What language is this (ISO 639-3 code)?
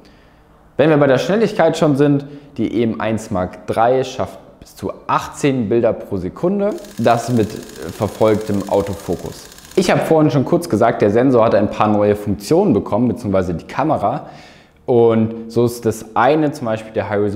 deu